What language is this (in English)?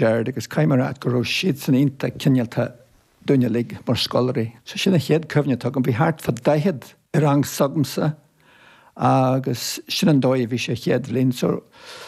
Irish